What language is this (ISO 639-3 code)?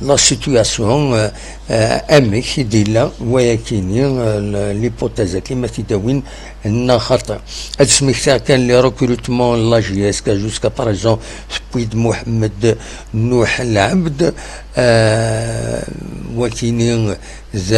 kab